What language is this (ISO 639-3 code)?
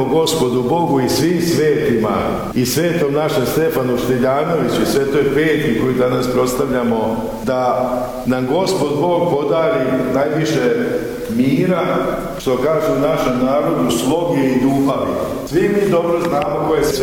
srp